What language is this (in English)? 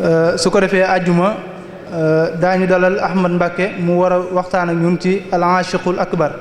Wolof